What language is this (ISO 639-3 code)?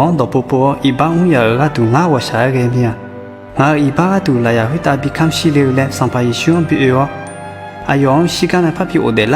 ahk